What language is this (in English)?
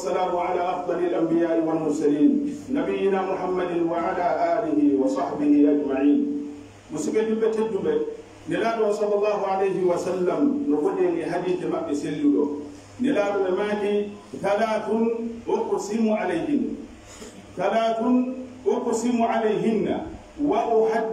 Pular